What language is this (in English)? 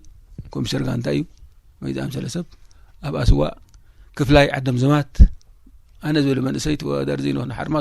Tigrinya